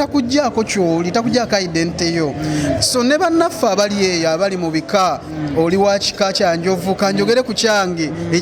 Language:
Ganda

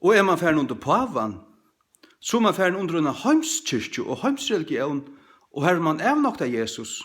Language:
Faroese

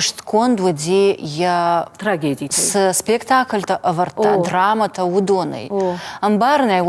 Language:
Ossetic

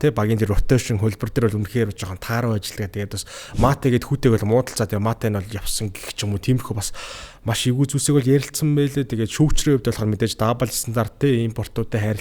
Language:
Mongolian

